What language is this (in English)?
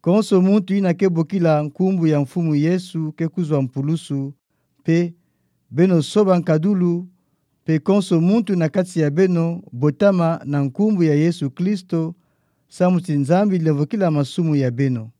Kituba (Democratic Republic of Congo)